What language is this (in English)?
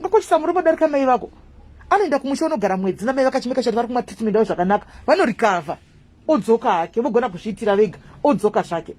Shona